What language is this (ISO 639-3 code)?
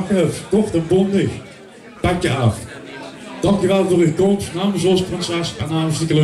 lim